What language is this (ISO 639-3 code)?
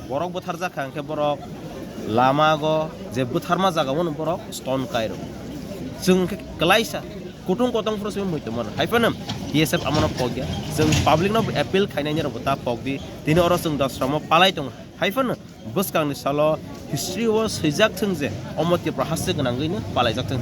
trp